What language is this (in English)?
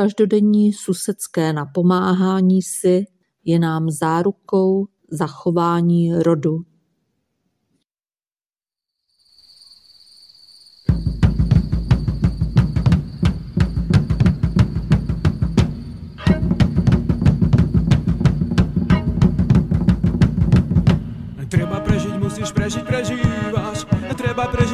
Czech